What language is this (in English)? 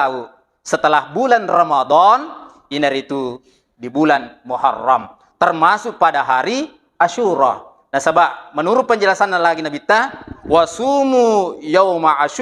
Buginese